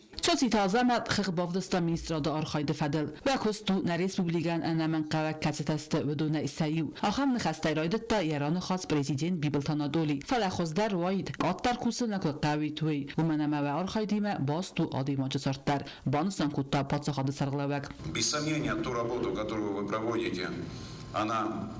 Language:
Ossetic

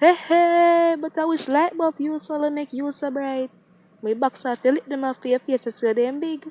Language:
Jamaican Creole English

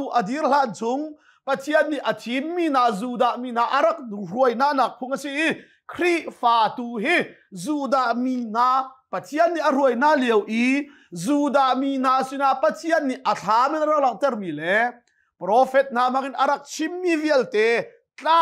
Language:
Hakha Chin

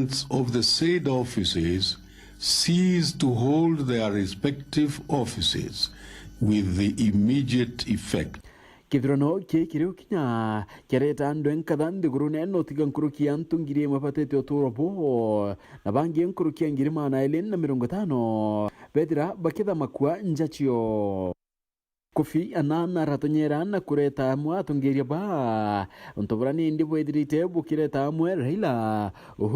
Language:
Meru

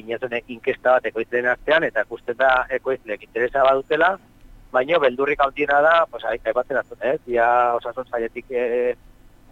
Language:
Basque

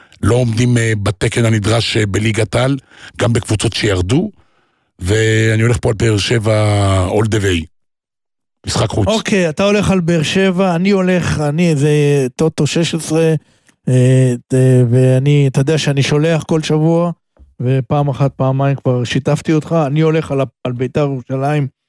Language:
Hebrew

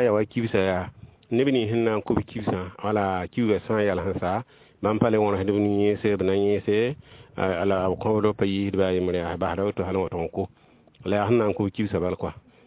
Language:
Mossi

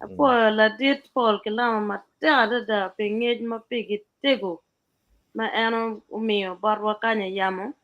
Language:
Acoli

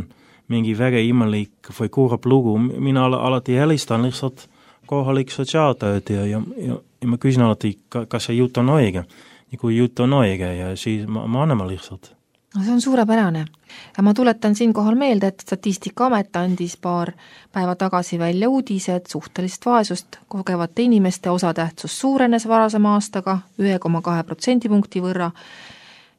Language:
Estonian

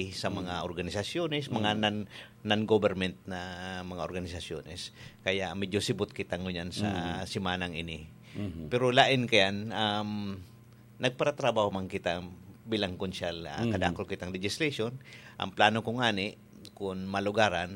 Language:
Bikol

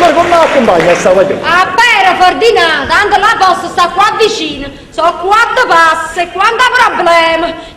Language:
Neapolitan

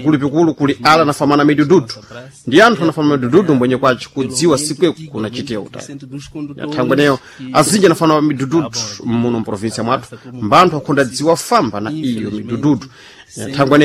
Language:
Sena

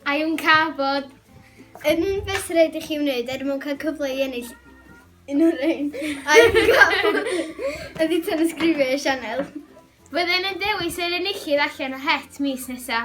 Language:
Welsh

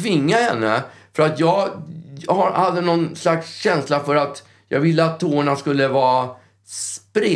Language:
Swedish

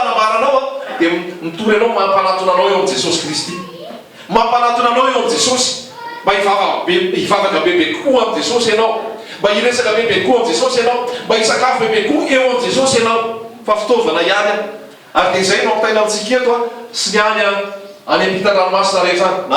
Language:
Malagasy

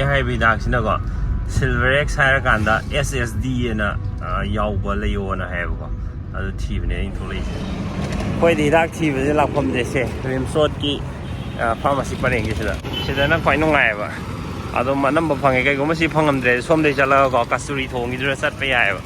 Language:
Manipuri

